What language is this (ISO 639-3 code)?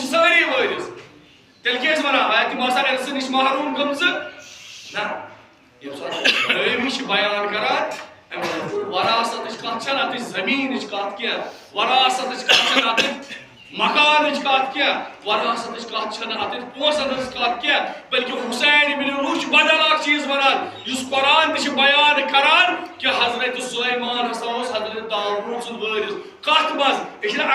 kas